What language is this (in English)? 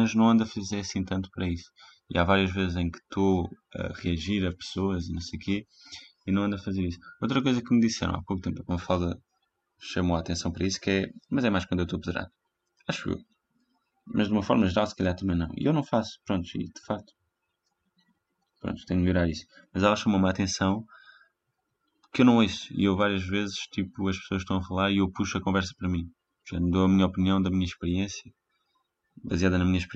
Portuguese